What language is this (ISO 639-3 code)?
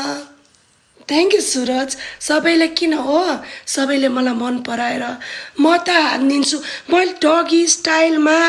nep